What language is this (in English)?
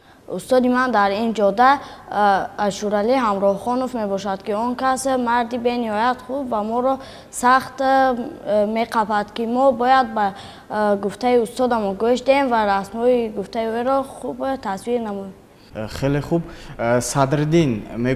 Tajik